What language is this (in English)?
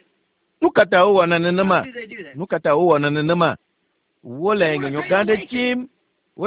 Ewe